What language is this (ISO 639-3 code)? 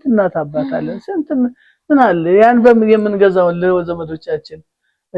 amh